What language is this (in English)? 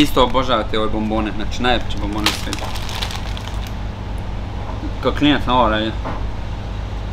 Croatian